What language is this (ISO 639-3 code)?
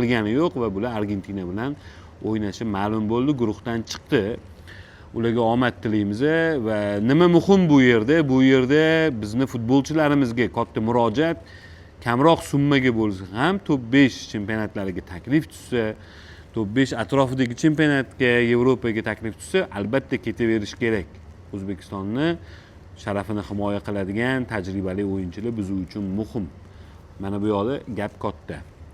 uzb